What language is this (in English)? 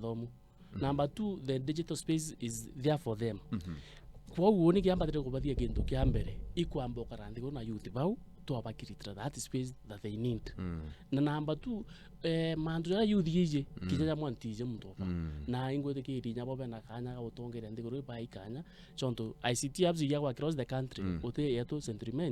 Meru